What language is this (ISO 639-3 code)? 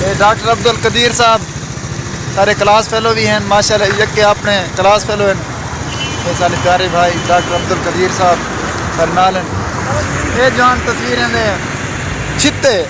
skr